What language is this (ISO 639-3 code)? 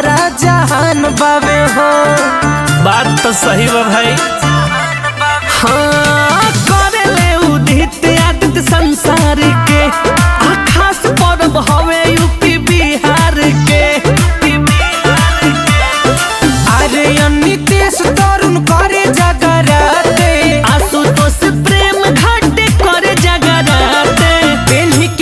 bho